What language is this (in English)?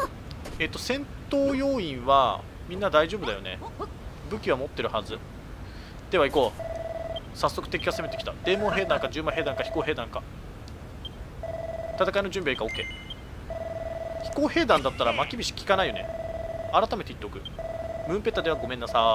Japanese